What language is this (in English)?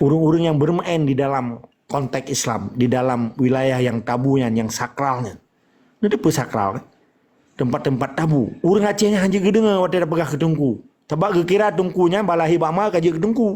Achinese